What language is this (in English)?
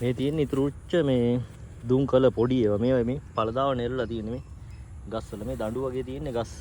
Sinhala